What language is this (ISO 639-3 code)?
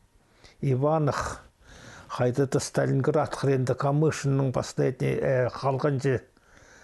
kjh